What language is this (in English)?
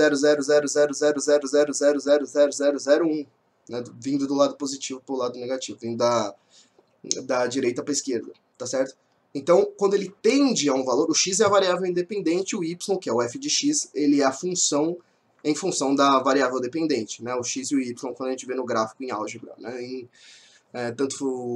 Portuguese